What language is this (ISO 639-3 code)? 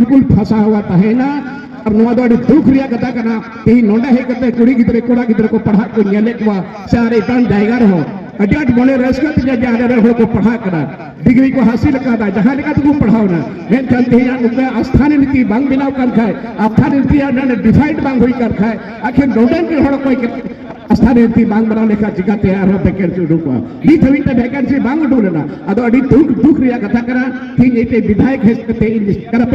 sat